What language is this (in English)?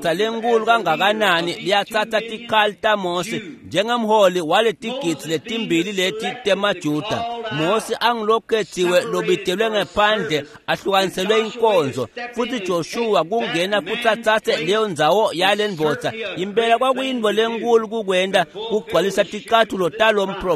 Swati